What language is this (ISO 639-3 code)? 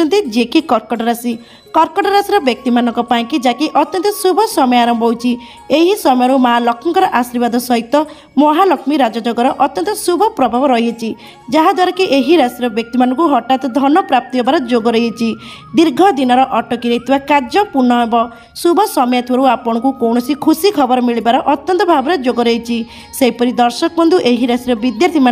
ori